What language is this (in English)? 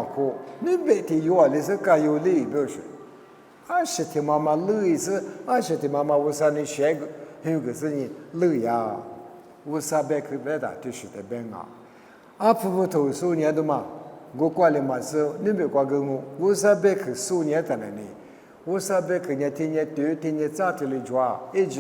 Lisu